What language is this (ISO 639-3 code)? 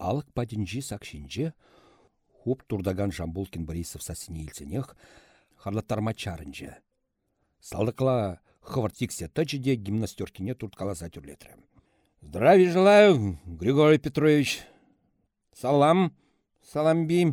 chv